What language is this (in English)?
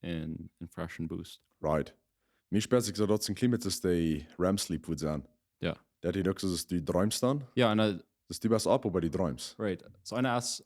Plautdietsch